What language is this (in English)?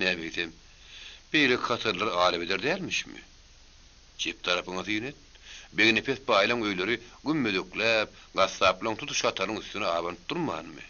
Turkmen